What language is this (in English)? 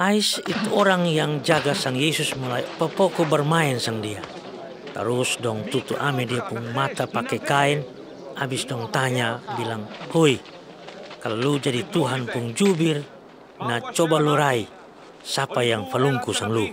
Kupang Malay